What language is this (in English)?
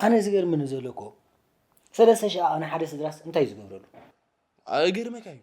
Tigrinya